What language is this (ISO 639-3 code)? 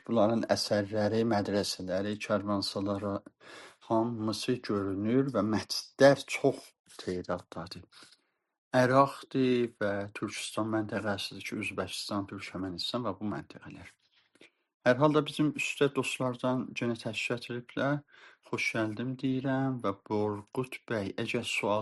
azb